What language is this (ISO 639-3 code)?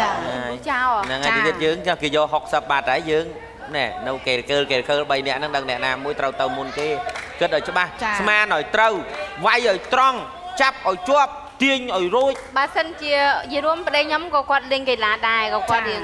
khm